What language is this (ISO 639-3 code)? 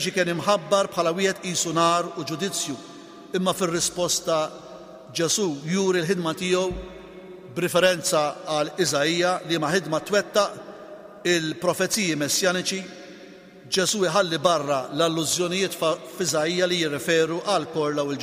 mlt